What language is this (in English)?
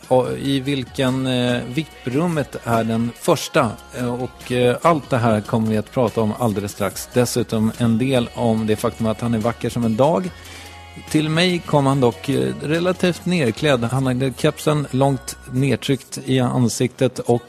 Swedish